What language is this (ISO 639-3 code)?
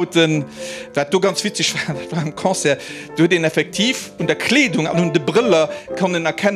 ltz